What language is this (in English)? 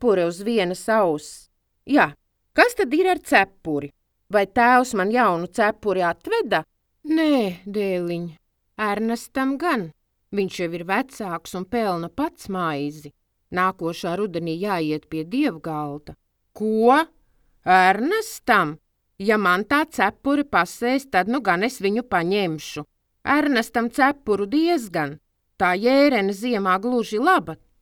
Latvian